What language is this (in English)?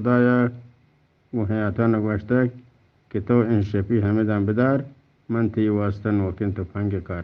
Eastern Balochi